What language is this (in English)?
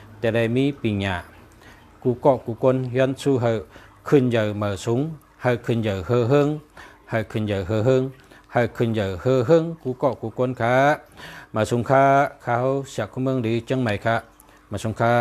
Shan